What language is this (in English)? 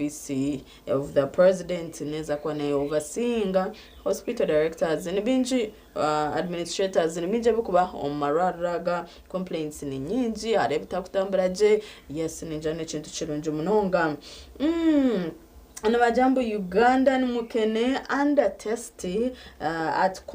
Nyankole